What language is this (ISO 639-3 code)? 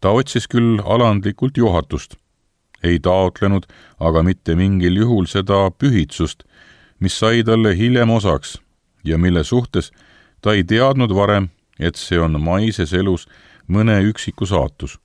est